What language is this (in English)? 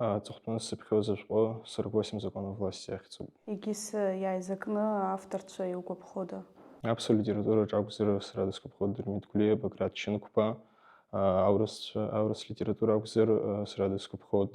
Abkhazian